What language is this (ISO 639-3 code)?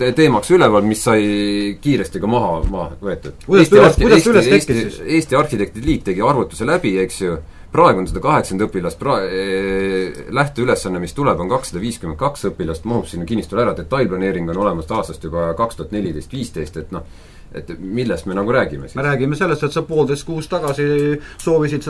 est